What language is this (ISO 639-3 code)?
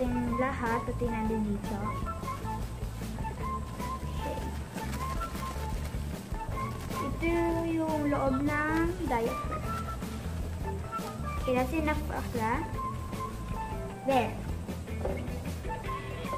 fil